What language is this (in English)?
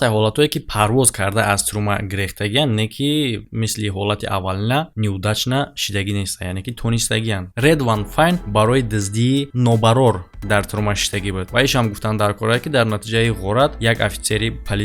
Tajik